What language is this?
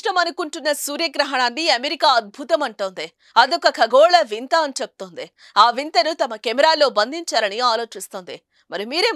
Telugu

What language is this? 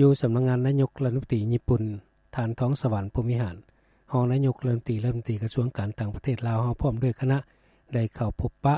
Lao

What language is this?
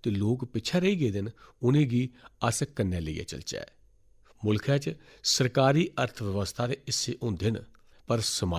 Dogri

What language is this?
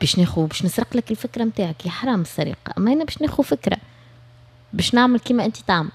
Tunisian Arabic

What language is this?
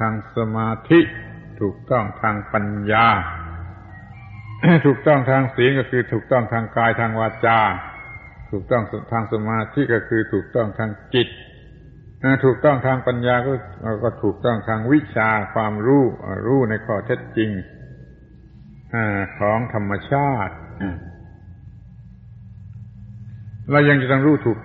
Thai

